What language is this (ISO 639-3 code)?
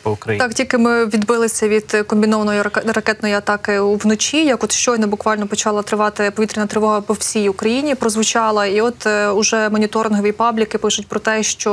ukr